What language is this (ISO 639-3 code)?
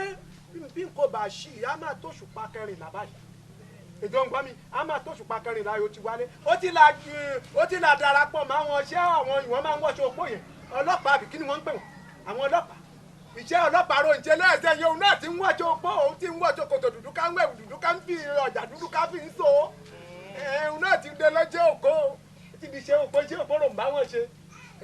yor